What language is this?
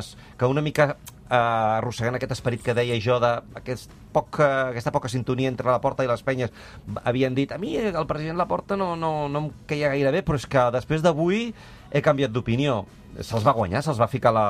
Catalan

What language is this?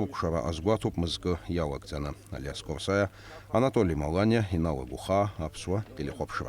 Abkhazian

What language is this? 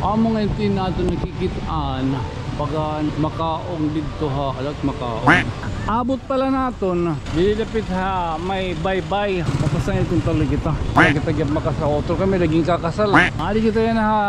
Waray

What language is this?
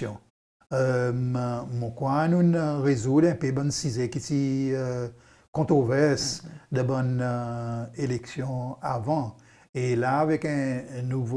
Seselwa Creole French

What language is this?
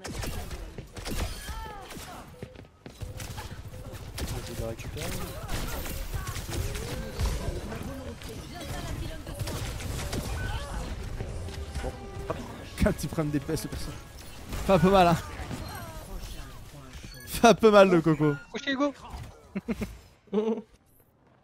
French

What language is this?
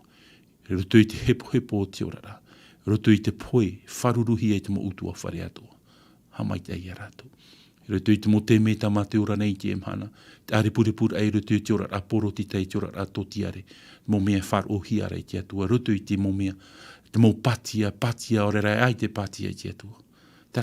Tahitian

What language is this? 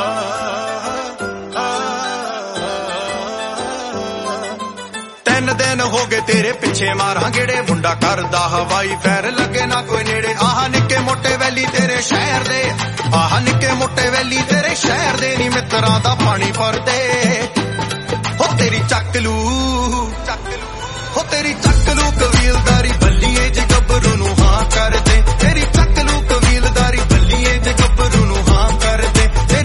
Punjabi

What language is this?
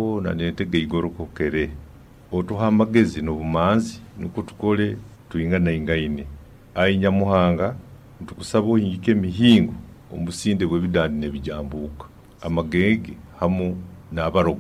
Nyoro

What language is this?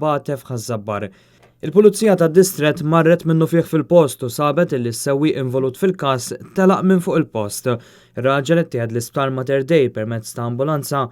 Maltese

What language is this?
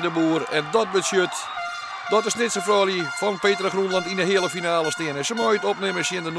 Western Frisian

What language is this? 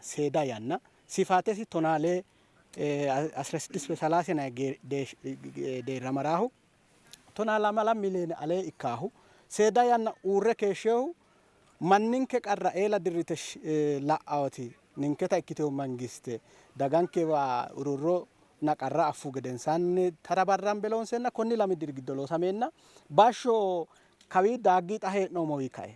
Sidamo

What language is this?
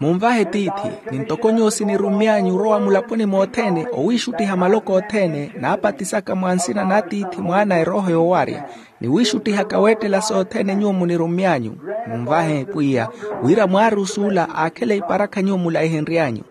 Makhuwa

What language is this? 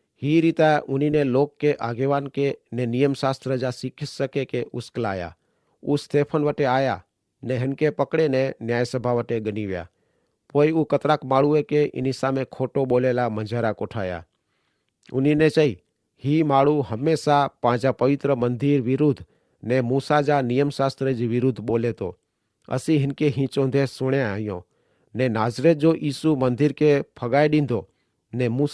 Kachhi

